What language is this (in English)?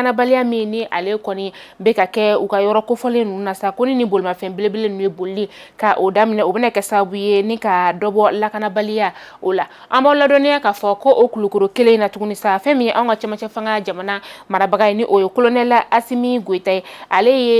Bambara